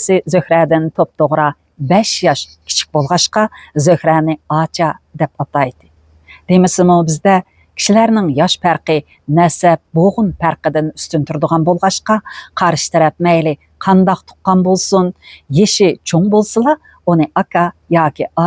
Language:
Uyghur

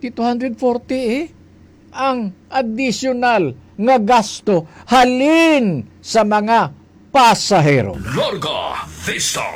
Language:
Hiligaynon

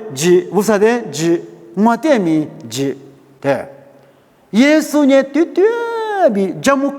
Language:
Lisu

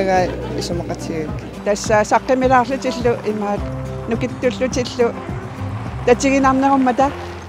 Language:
Kalaallisut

